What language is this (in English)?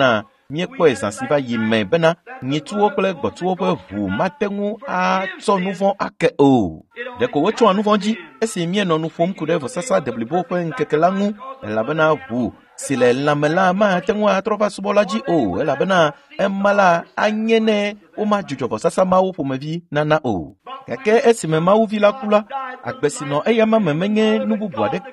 Ewe